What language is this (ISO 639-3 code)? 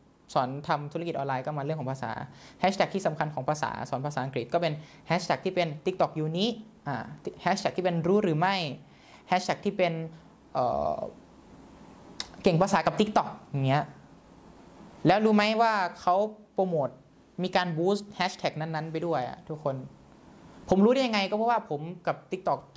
tha